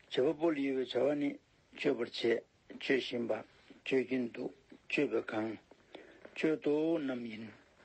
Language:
Tibetan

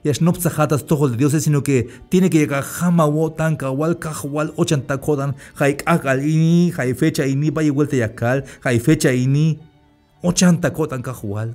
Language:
Tzeltal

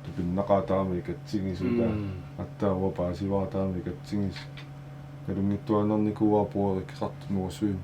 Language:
Kalaallisut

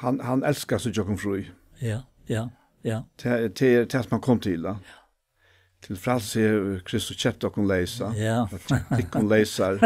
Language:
Faroese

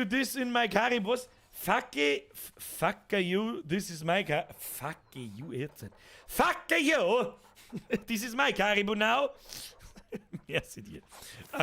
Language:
Bavarian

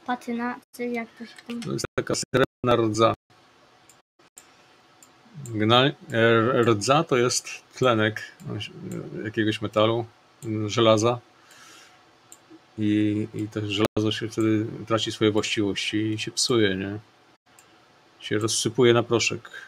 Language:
Polish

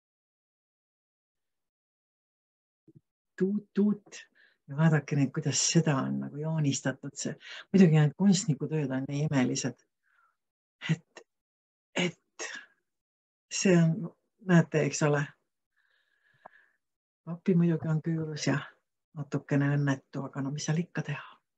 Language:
Estonian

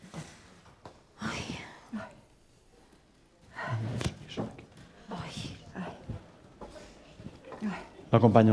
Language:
Catalan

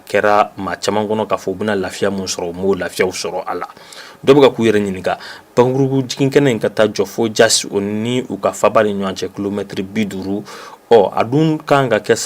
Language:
Bambara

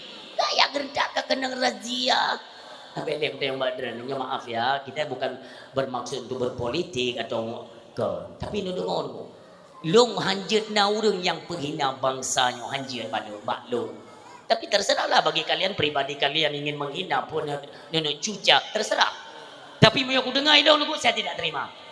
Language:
Achinese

